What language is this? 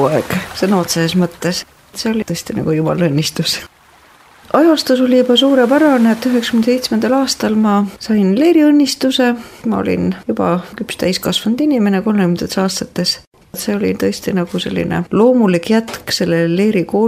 Estonian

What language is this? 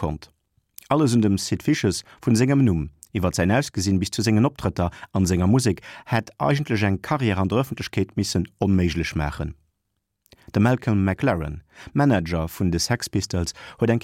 Luxembourgish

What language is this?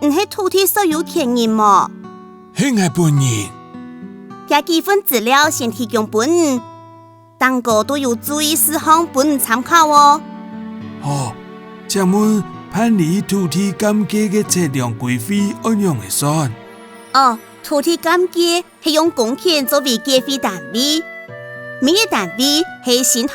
Hakka Chinese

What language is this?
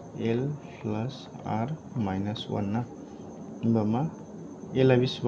Bodo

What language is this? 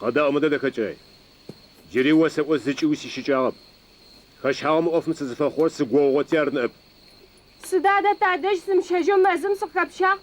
Adyghe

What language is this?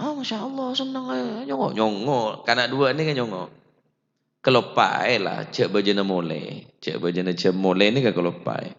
Madurese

